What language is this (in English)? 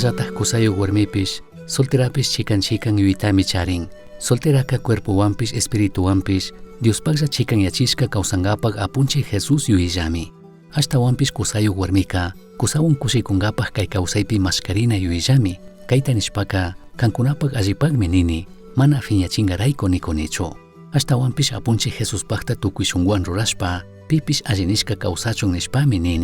Chimborazo Highland Quichua